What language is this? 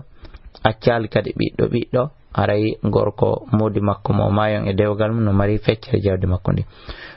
Fula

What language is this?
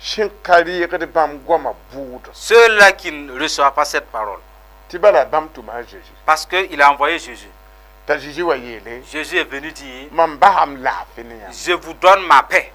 Mossi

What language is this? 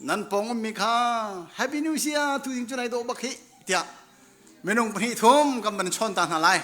Hakha Chin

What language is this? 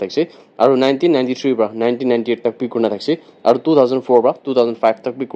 Naga Pidgin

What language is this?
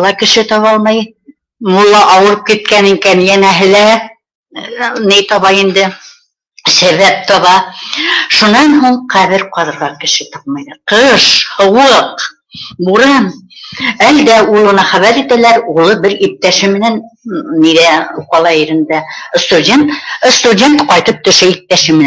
Bashkir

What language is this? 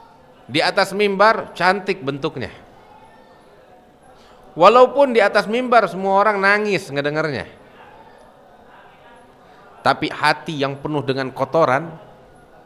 Indonesian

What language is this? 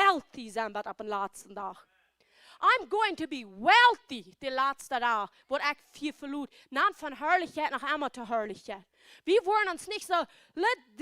Plautdietsch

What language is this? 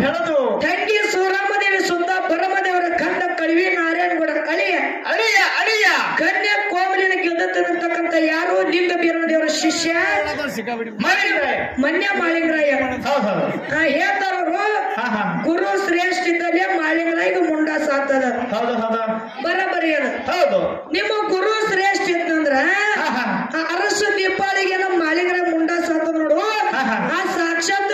Kannada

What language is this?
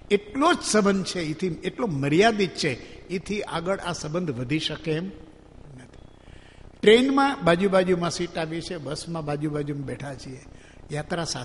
Gujarati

